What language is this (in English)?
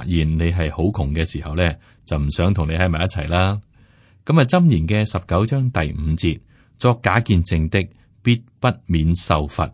Cantonese